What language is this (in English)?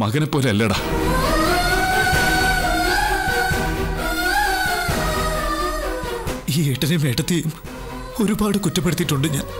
Malayalam